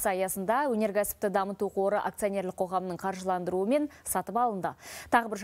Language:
Kazakh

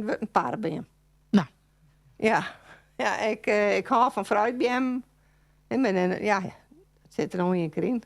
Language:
Western Frisian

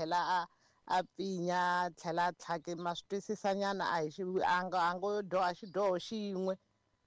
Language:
Tsonga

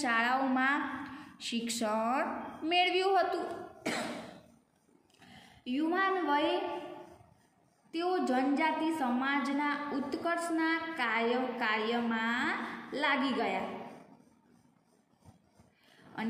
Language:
Gujarati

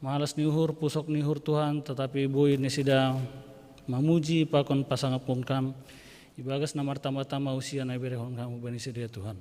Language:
Batak Simalungun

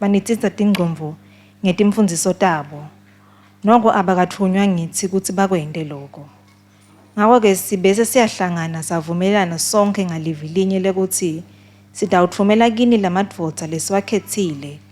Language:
Swati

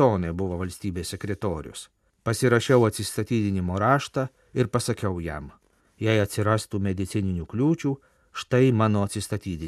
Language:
Lithuanian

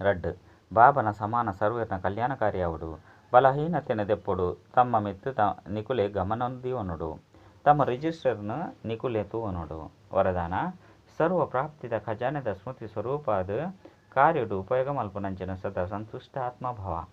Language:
Tulu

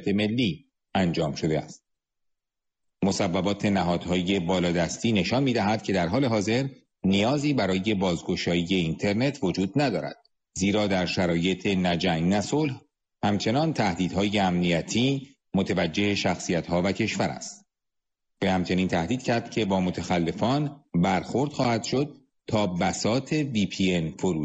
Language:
Persian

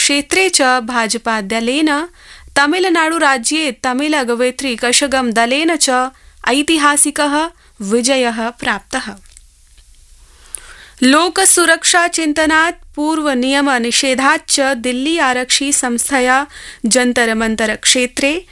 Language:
Sanskrit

